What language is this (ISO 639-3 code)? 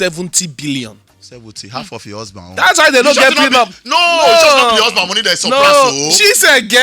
pcm